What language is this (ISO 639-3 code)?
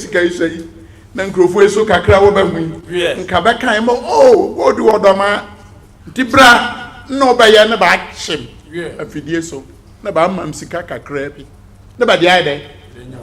aka